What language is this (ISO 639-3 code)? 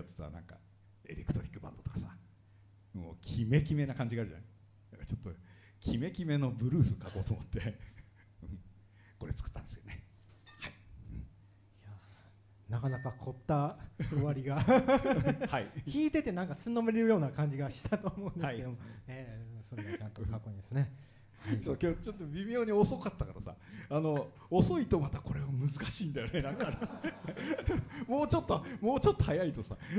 jpn